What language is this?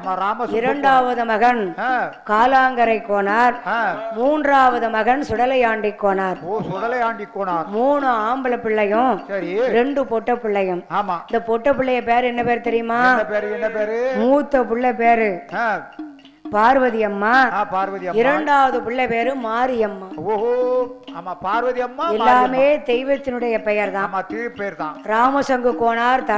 Tamil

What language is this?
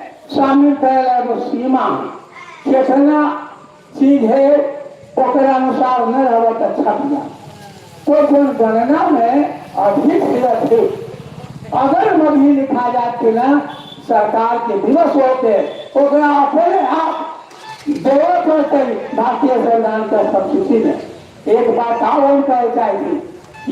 Magahi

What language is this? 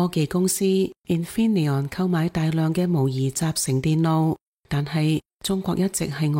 Cantonese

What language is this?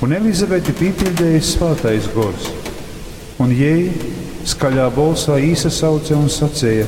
Latgalian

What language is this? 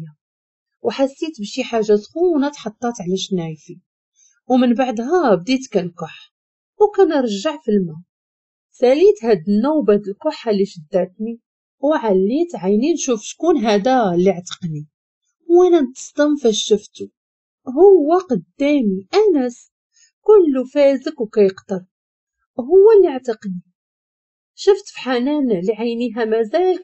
Moroccan Arabic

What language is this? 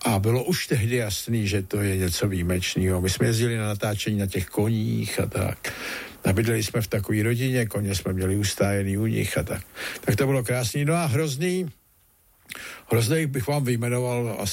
Czech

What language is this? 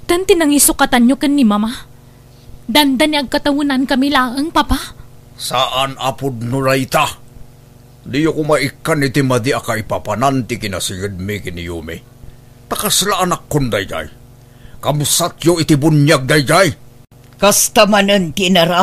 Iloko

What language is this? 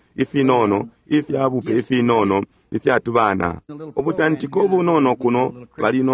Bemba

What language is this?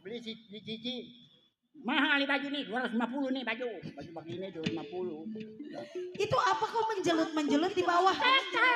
Betawi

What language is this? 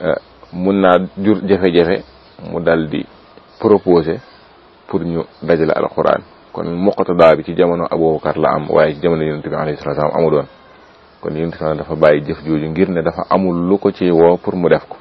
Wolof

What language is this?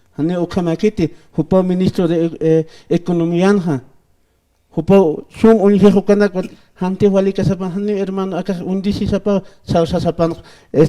Aymara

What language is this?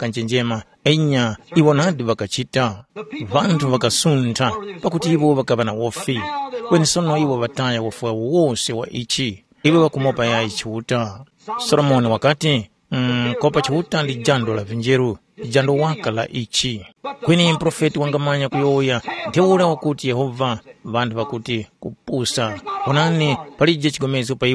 Tumbuka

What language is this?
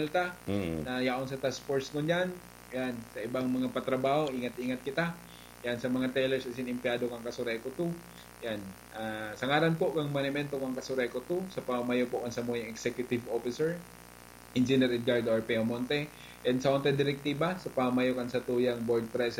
Bikol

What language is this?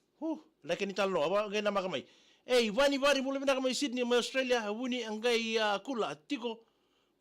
Fijian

